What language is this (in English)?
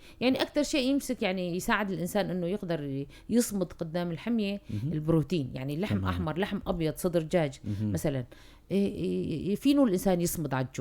North Levantine Arabic